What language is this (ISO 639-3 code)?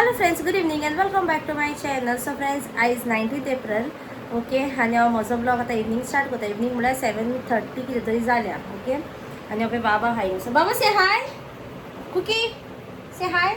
kok